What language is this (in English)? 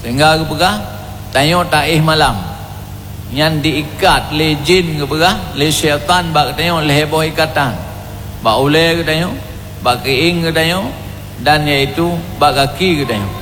Achinese